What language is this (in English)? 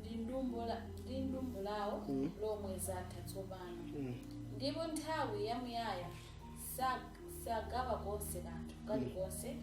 Nyanja